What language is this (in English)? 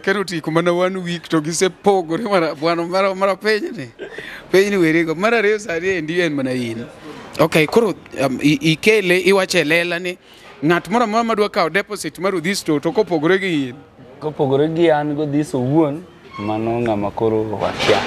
Luo (Kenya and Tanzania)